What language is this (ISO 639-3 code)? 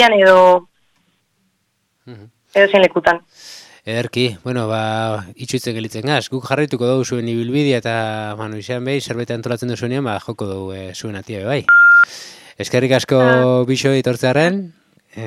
eus